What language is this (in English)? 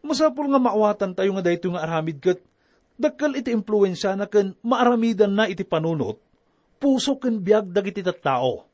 Iloko